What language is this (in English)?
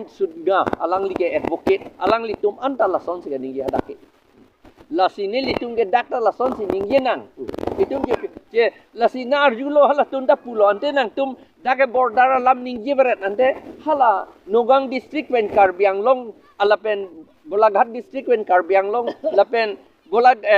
Karbi